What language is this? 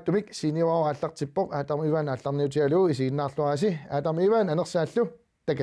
Kalaallisut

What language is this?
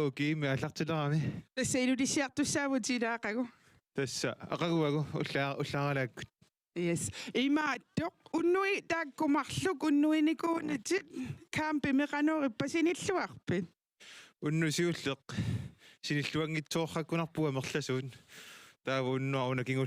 Kalaallisut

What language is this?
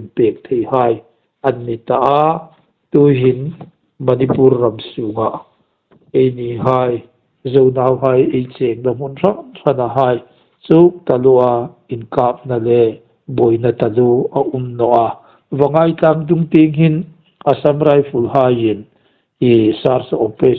Hmar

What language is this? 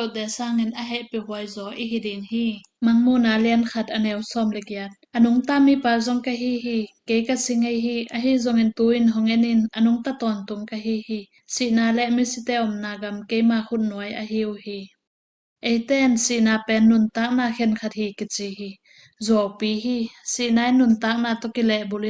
Tedim Chin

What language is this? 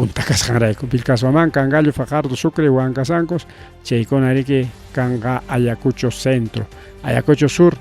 Ayacucho Quechua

